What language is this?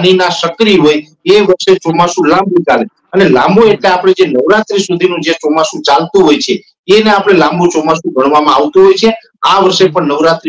Gujarati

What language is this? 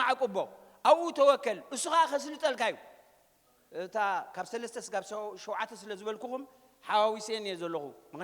Tigrinya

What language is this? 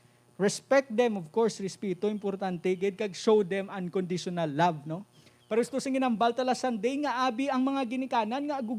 Hiligaynon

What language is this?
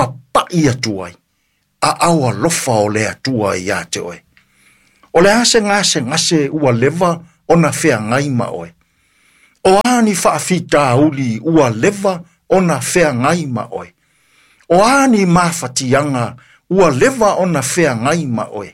Samoan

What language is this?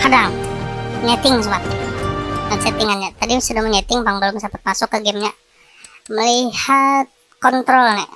Banjar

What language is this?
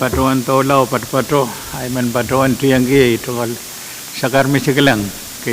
Pohnpeian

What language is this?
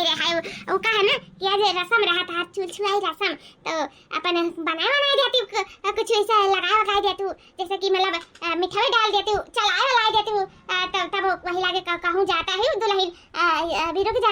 Awadhi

